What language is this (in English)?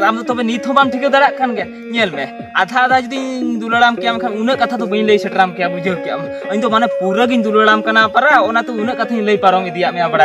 Santali